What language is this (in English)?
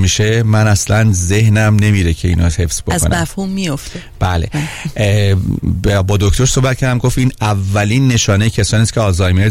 Persian